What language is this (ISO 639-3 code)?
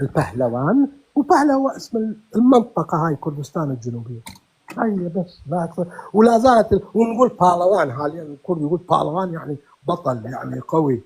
apc